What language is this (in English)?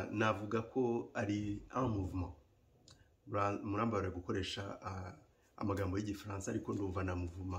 Kinyarwanda